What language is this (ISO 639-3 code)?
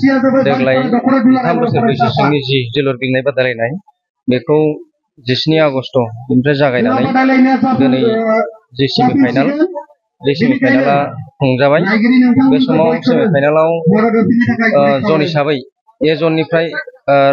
brx